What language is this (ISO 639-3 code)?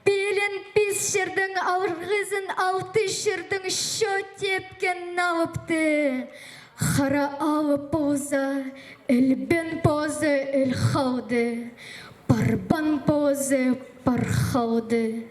kjh